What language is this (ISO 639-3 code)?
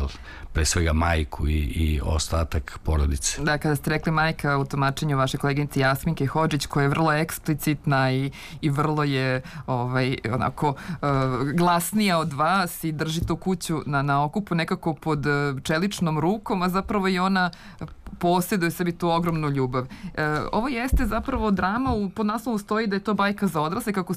srp